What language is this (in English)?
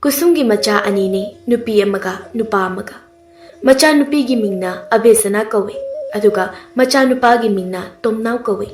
Manipuri